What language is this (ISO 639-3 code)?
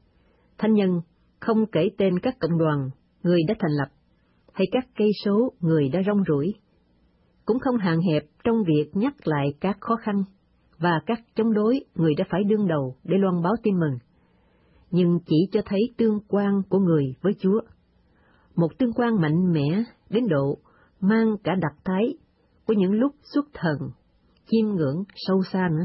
vie